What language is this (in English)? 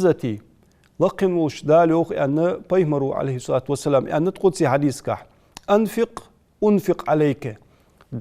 Ingush